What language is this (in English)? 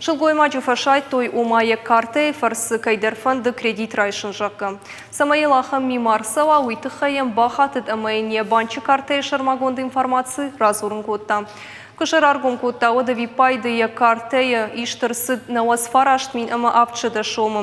Ossetic